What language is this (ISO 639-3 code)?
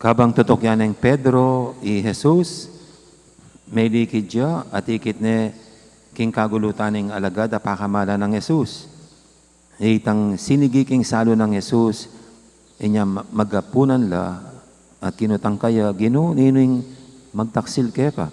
pam